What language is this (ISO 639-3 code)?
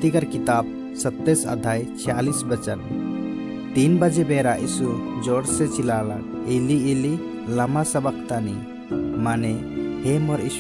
sck